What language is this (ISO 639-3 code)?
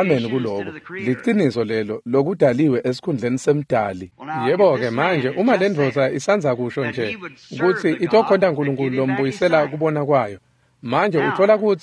ssw